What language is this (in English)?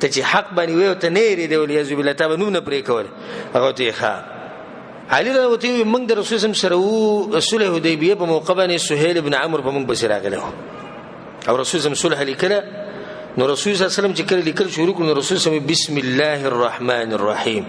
Pashto